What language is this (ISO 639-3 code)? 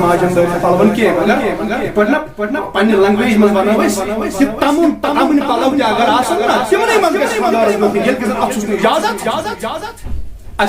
kas